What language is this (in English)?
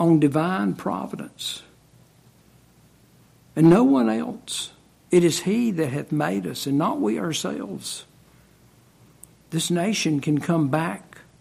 English